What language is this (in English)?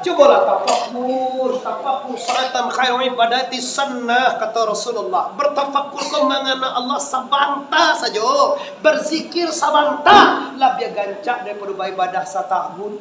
Minangkabau